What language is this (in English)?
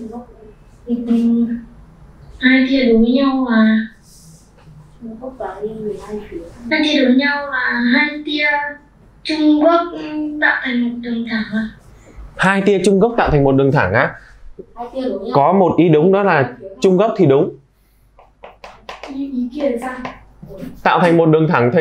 Vietnamese